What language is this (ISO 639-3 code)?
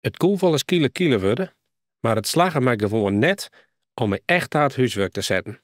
fry